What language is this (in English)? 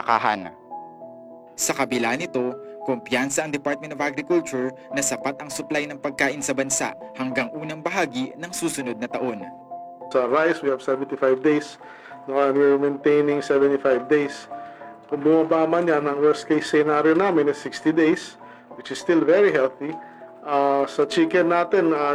Filipino